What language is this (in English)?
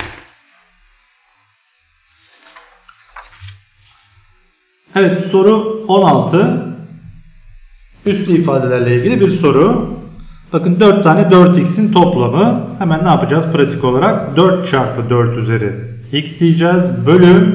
Turkish